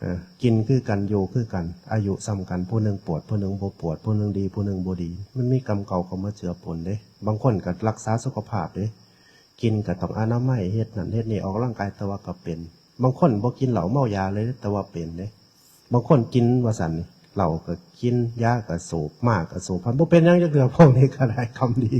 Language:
Northeastern Thai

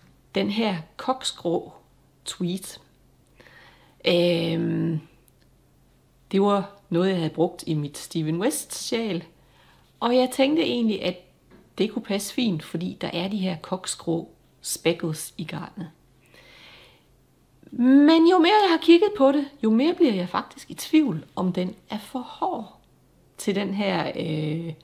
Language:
Danish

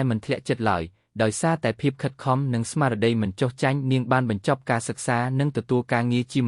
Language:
Khmer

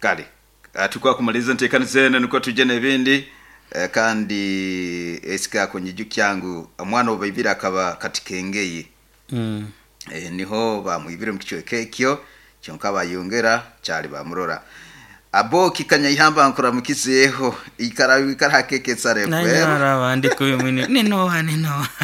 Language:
Nyoro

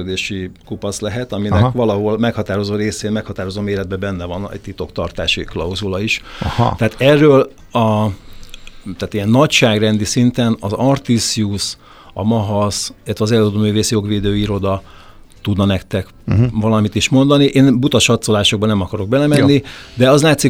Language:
Hungarian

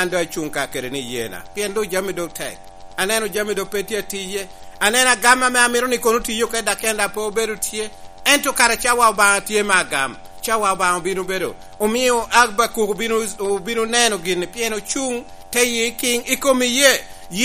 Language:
Lango (Uganda)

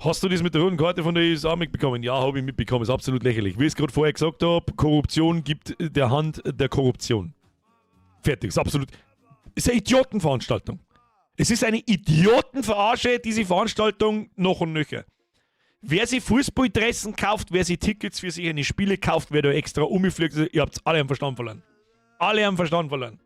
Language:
Bavarian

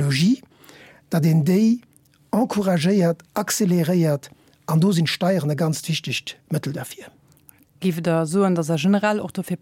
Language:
Luxembourgish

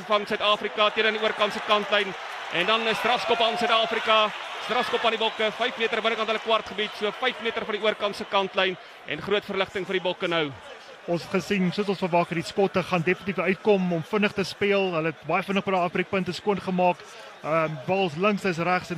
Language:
Afrikaans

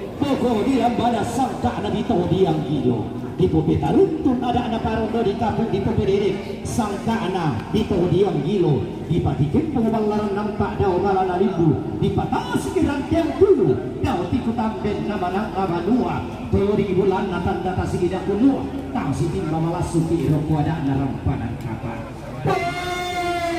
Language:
Toraja-Sa'dan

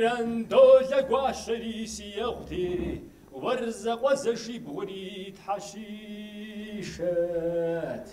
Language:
Kabardian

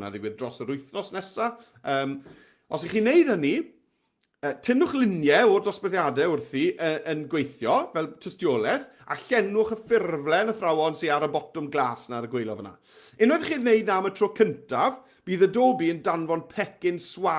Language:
Welsh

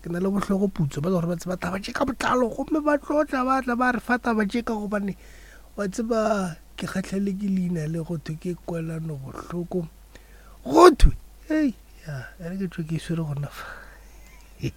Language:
Northern Sotho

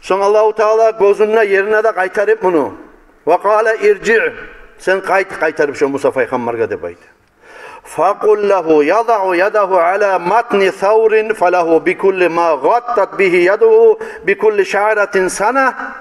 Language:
Kumyk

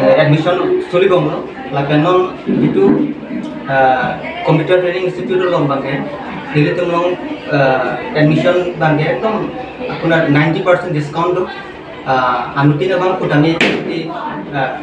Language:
Karbi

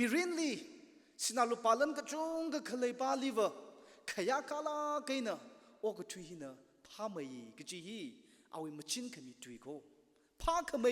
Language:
Tangkhul Naga (India)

